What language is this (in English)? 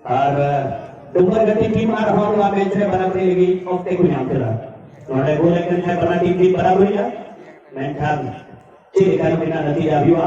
Santali